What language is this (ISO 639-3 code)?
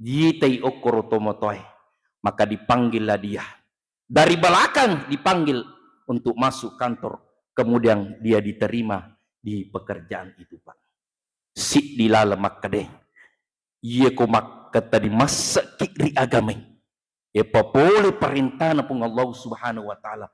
bug